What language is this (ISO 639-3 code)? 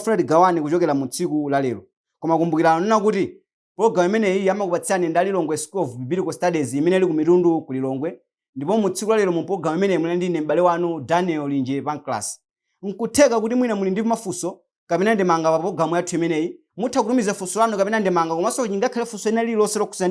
nya